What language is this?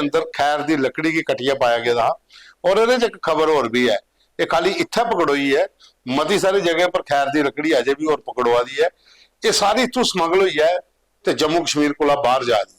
Dogri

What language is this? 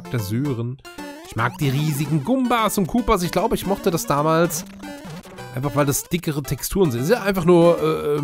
German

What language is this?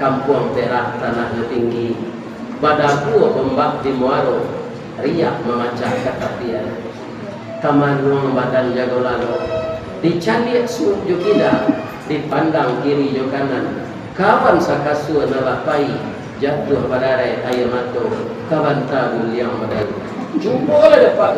Minangkabau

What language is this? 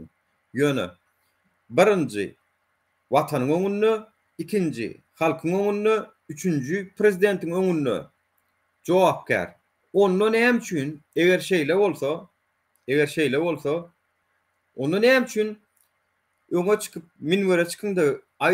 Turkmen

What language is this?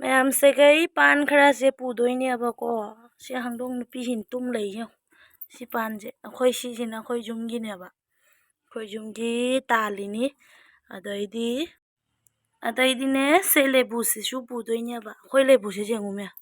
Manipuri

